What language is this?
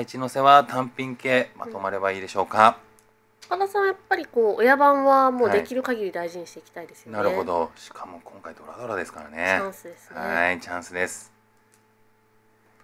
Japanese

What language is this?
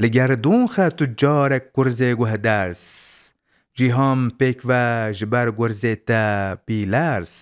Kurdish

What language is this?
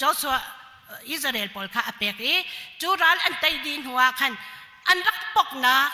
Hakha Chin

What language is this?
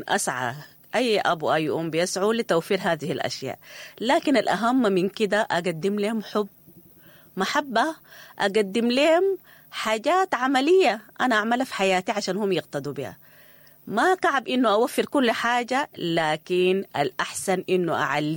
Sudanese Arabic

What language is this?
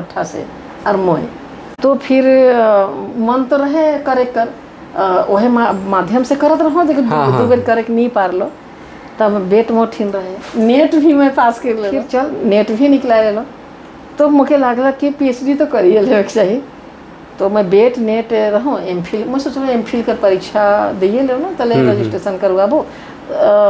Sadri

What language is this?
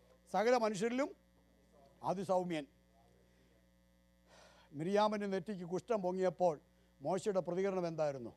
Malayalam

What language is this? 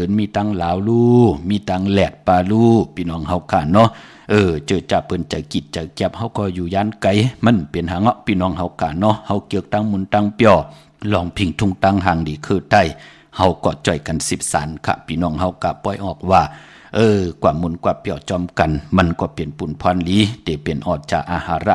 Shan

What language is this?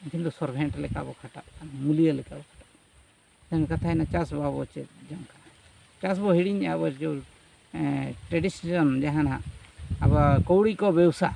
Santali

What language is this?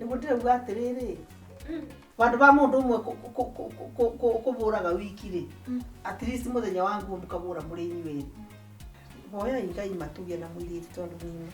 Kikuyu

